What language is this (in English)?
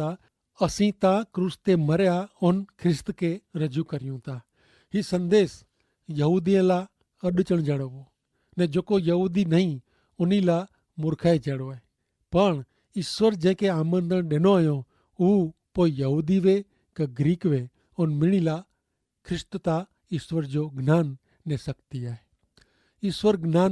Kachhi